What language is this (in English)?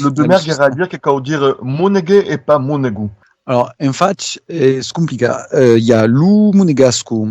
Occitan